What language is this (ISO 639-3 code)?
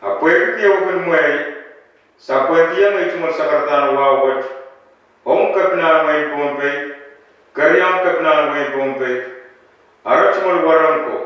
pon